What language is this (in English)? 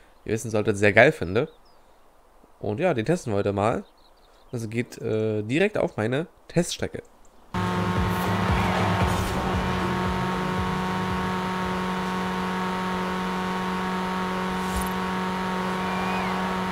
German